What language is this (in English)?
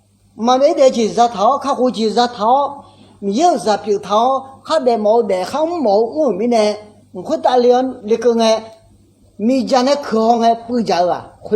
Akha